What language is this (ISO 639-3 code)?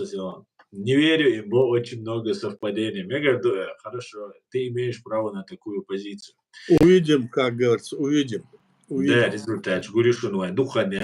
che